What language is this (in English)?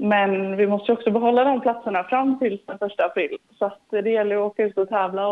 Swedish